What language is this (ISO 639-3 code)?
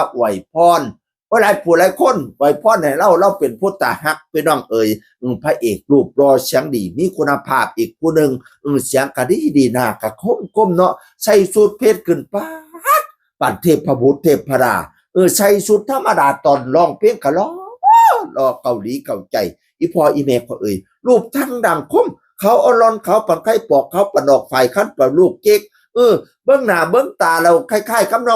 tts